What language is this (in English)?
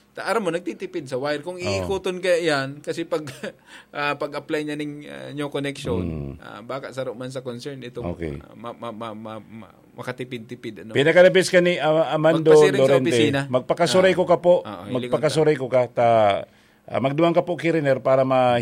Bikol